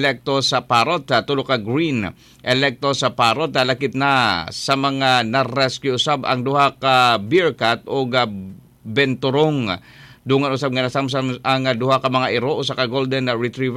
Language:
Cebuano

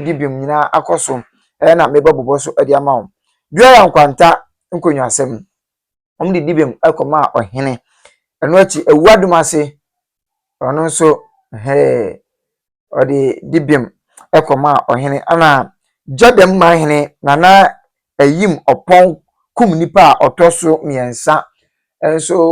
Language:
Akan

